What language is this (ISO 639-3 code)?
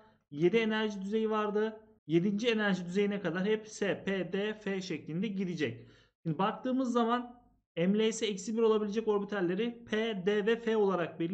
tur